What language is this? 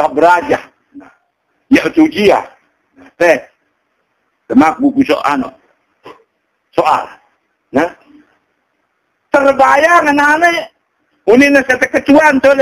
Sasak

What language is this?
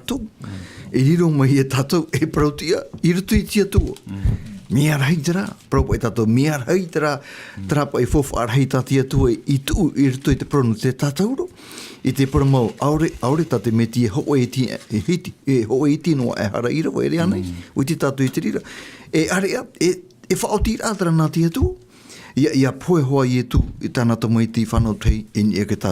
Tahitian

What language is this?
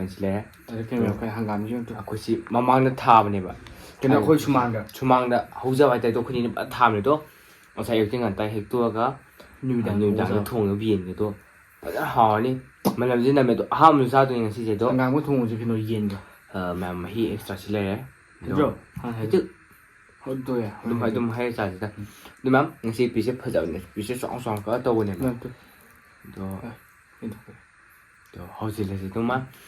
Manipuri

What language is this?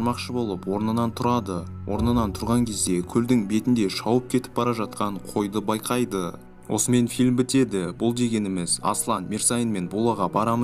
Kazakh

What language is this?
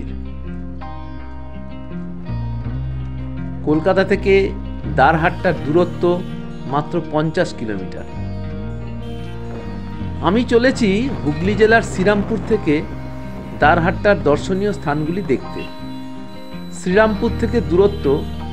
Bangla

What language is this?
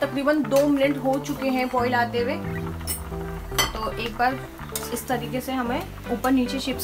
Hindi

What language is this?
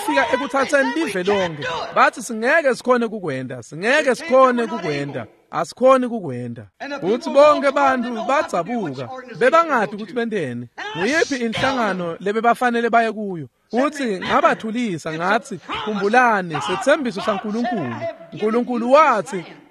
Swati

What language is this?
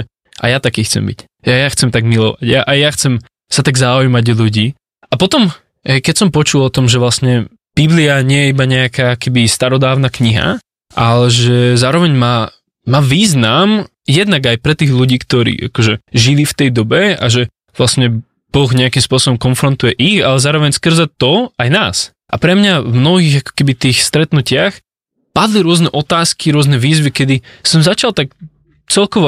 Slovak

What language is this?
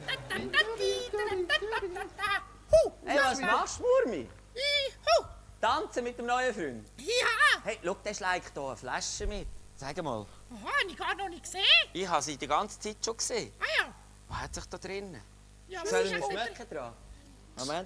Swiss German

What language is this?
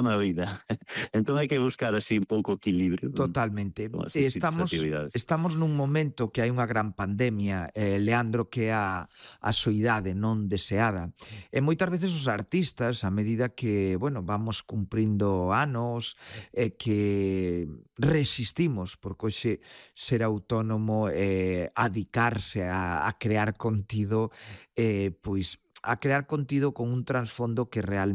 Galician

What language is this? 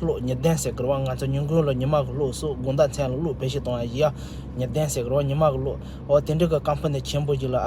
Tibetan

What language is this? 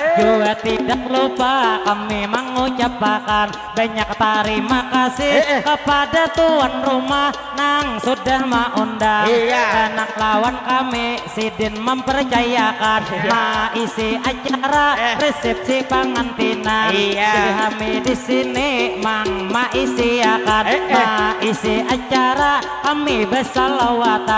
Banjar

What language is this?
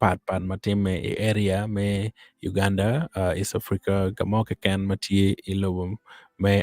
Acoli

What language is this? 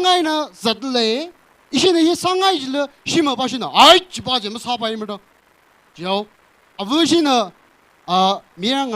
Tangkhul Naga (India)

